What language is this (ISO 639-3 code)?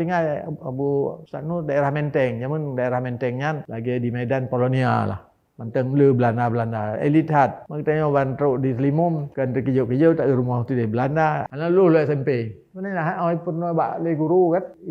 ace